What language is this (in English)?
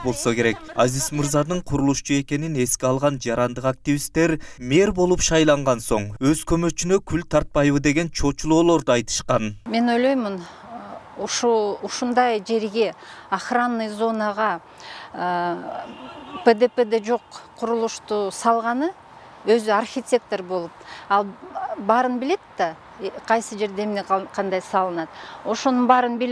Kyrgyz